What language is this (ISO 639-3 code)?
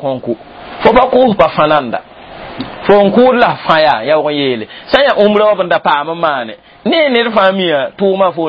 mos